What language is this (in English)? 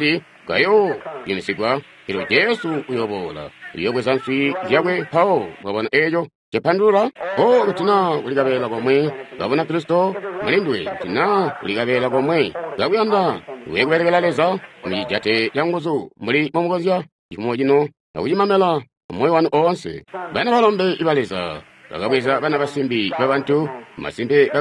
Tonga (Zambia)